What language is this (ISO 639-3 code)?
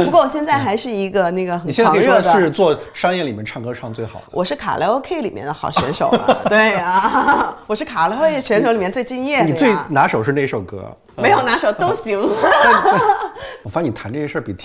zho